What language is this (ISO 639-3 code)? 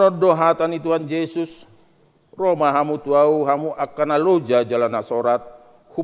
bbc